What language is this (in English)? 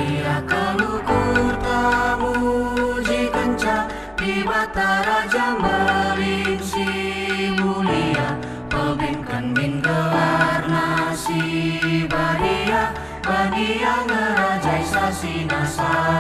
Batak Karo